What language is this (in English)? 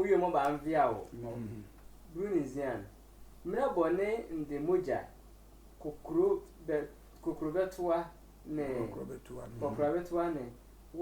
Sehwi